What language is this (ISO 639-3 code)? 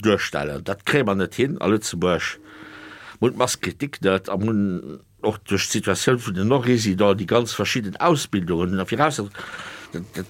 ltz